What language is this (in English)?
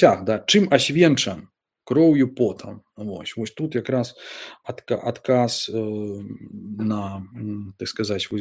Belarusian